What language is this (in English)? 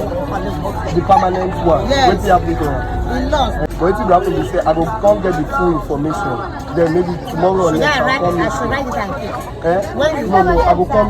Nigerian Pidgin